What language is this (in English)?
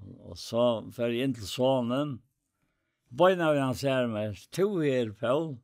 Faroese